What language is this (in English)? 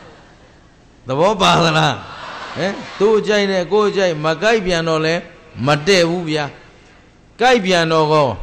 Burmese